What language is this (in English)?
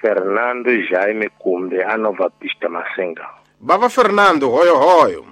Tsonga